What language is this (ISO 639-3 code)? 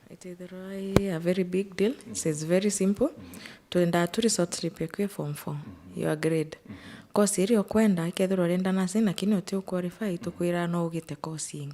mer